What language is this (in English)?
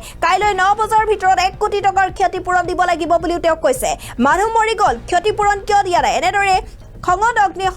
Assamese